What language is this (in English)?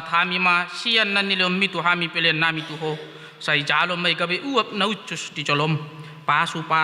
Batak Toba